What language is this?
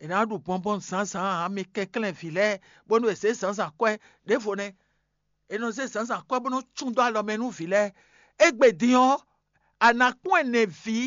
Fon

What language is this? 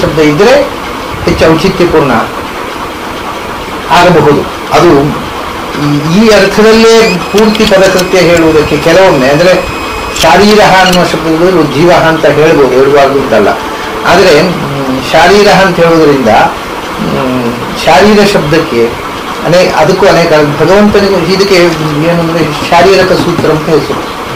Kannada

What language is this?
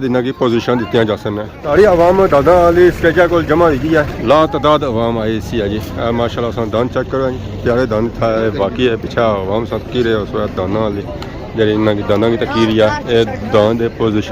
Pahari-Potwari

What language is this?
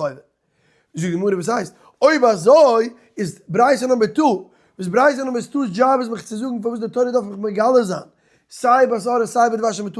Yiddish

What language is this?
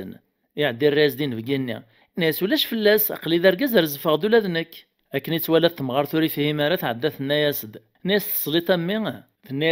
Kabyle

